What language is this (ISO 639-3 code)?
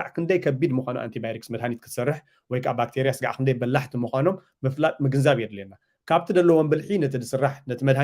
tir